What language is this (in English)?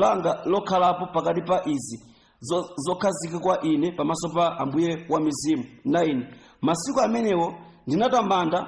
Nyanja